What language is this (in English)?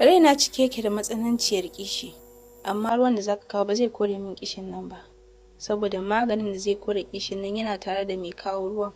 Hausa